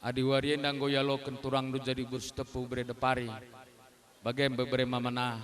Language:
Batak Karo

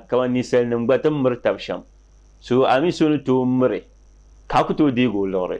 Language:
Dagbani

